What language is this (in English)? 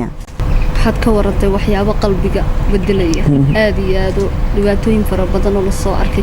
Somali